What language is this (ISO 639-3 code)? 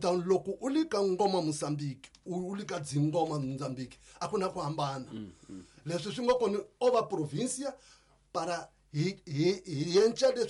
tso